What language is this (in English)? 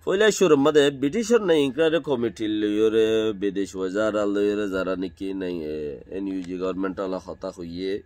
Rohingya